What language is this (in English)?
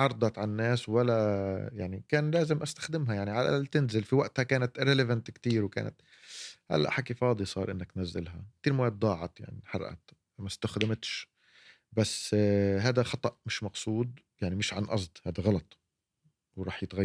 North Levantine Arabic